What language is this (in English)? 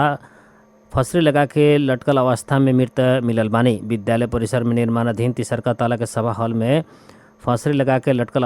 Bhojpuri